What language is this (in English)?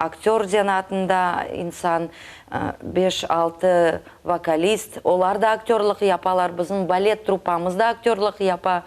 Crimean Tatar